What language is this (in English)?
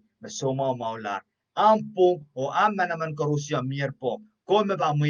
Pohnpeian